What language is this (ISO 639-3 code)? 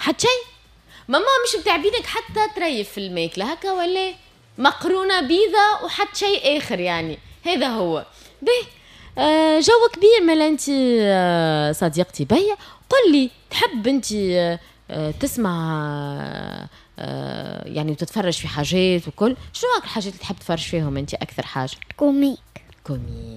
aeb